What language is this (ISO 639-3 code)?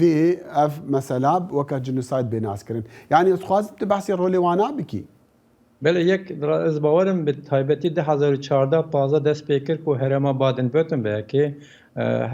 kur